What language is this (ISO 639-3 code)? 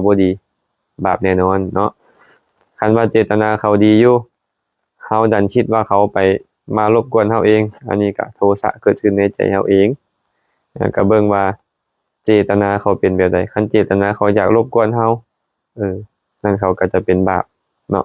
lao